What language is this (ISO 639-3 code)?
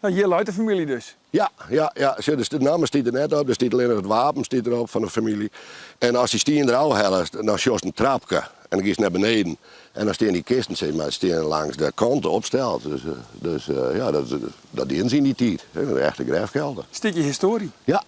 fry